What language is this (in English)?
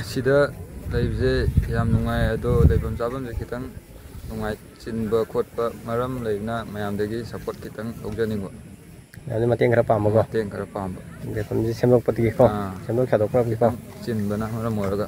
Manipuri